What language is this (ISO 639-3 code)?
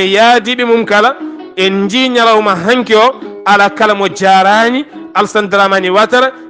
ful